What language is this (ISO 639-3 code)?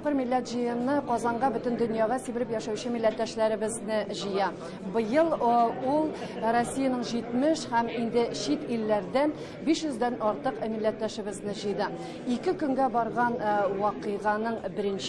tat